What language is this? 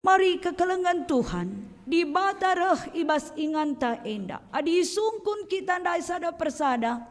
Batak Karo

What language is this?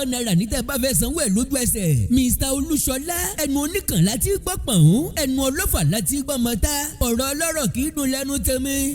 Yoruba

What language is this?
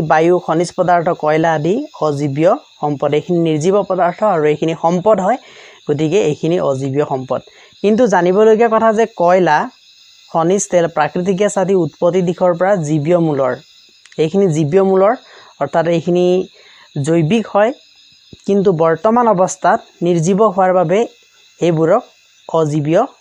Assamese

